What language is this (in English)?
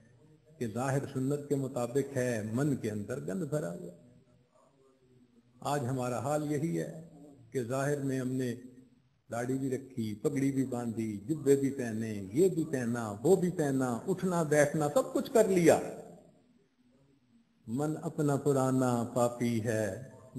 Urdu